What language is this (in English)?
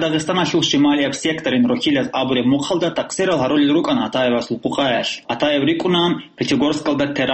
Avaric